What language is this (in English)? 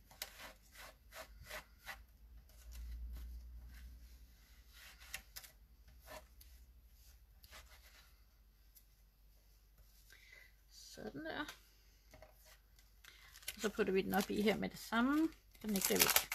Danish